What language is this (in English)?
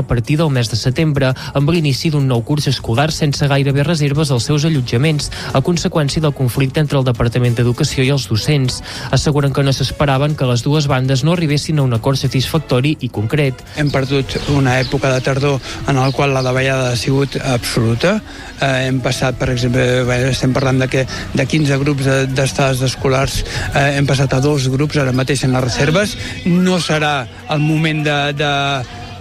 Catalan